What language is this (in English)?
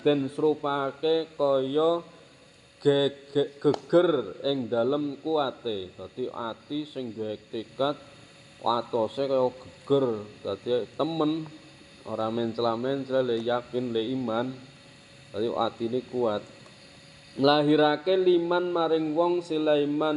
Javanese